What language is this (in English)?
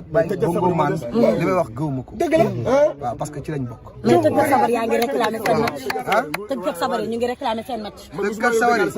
Wolof